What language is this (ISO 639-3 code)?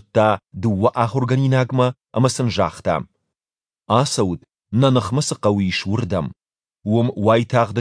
oss